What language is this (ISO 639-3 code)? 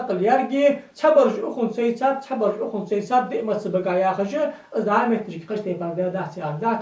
inh